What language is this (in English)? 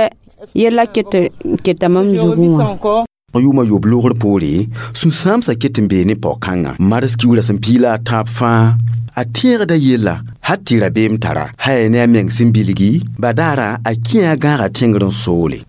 Mossi